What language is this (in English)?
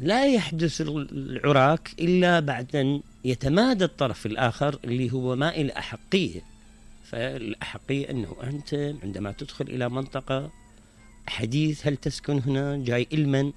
Mesopotamian Arabic